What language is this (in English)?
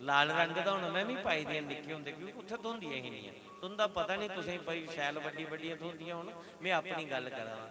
Dogri